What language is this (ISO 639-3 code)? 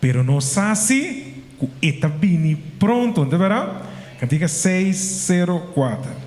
pap